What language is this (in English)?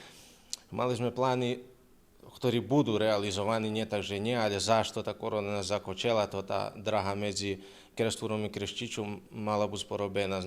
Rusyn